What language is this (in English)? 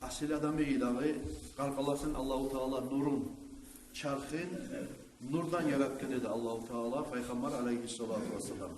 Kumyk